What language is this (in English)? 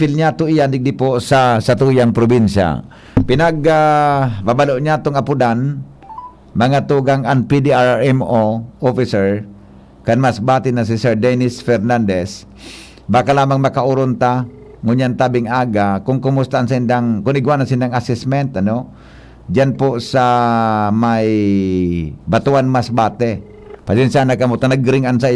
Bikol